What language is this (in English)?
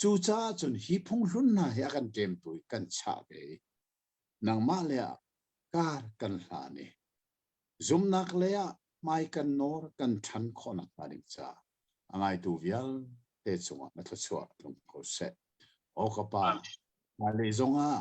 Hakha Chin